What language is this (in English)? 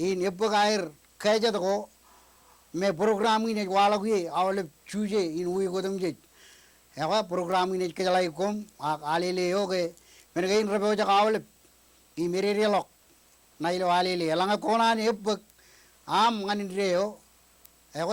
Marshallese